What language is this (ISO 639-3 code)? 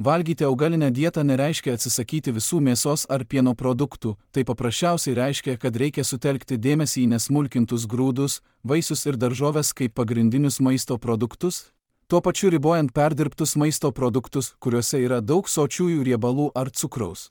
lit